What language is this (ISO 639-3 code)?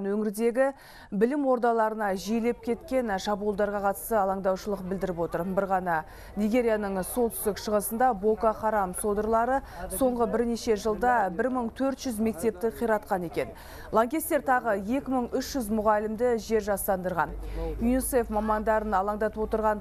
kaz